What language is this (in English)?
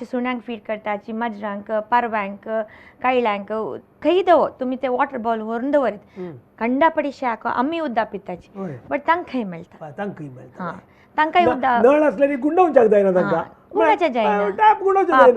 Konkani